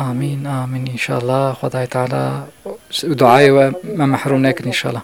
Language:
Kurdish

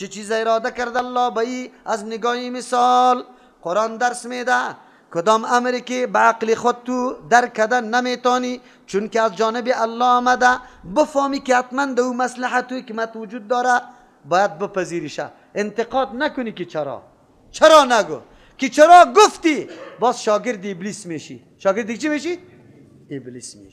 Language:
Persian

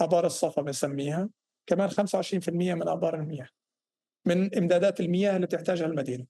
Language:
North Levantine Arabic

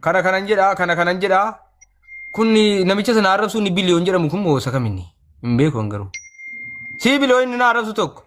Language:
Oromo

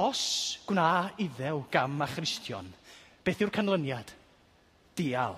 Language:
Welsh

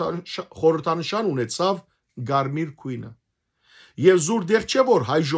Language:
Western Armenian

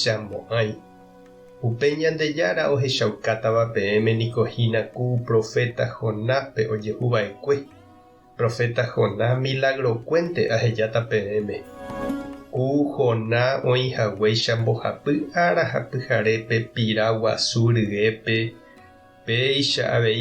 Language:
Guarani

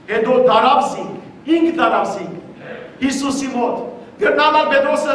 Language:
Western Armenian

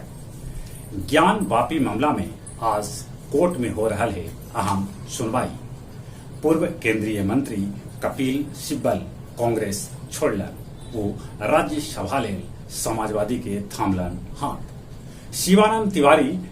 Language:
Magahi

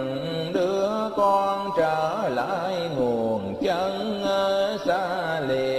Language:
Vietnamese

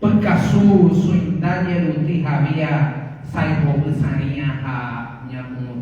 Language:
Guarani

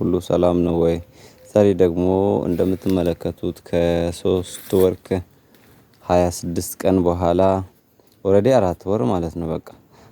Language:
Amharic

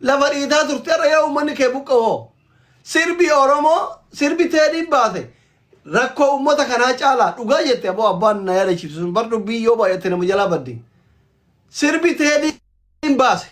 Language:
Oromo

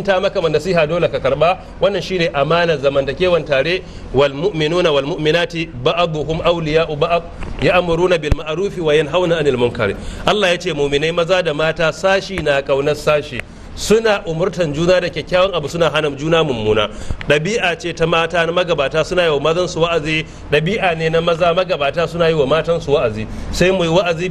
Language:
Hausa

